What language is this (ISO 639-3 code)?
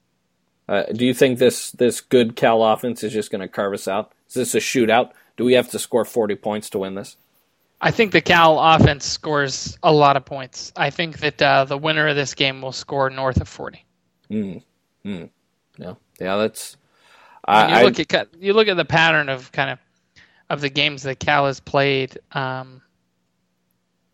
eng